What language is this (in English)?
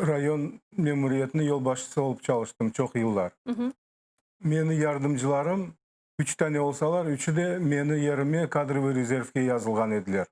Crimean Tatar